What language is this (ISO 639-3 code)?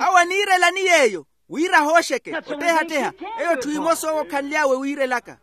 vmw